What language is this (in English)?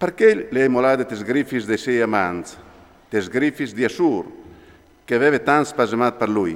Friulian